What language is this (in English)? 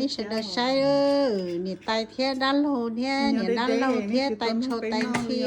Hmong